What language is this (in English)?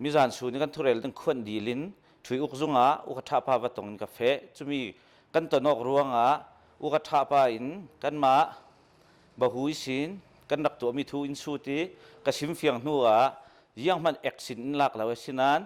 Hakha Chin